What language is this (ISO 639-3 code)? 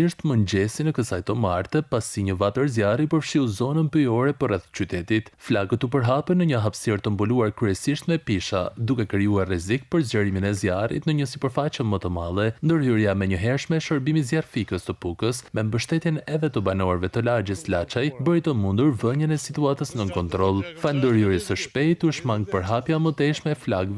sqi